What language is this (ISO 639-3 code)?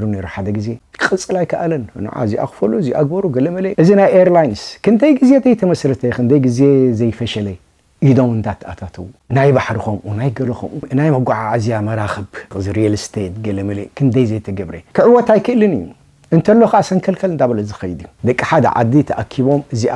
tir